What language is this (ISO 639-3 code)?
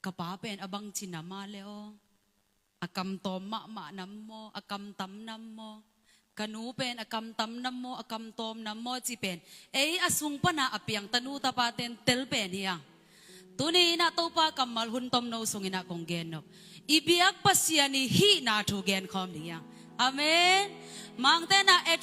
ctd